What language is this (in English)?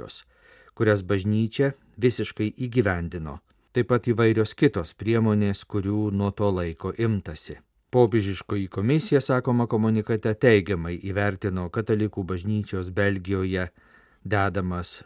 Lithuanian